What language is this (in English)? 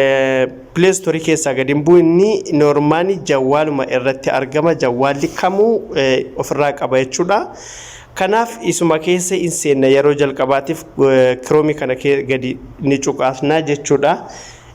Oromo